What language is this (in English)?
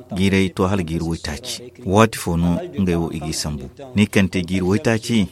Zarma